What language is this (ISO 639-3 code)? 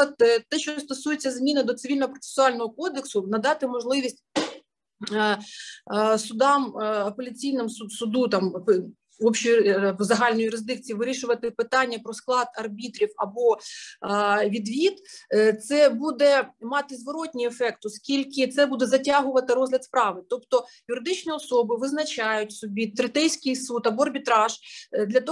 ukr